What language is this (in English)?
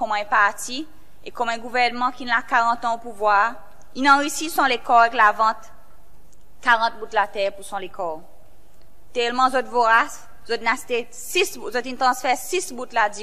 Seselwa Creole French